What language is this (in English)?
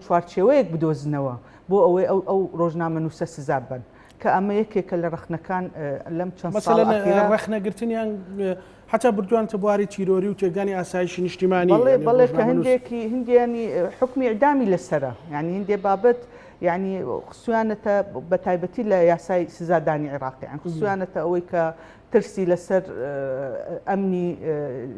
Central Kurdish